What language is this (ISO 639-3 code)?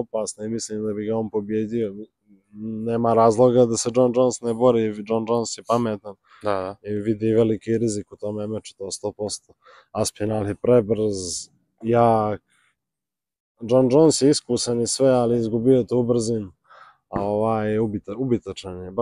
hrv